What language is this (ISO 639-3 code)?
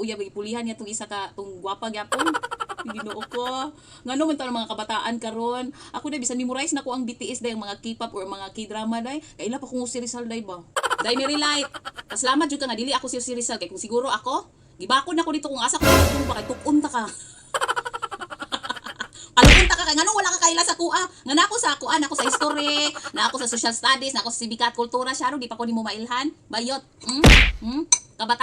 ceb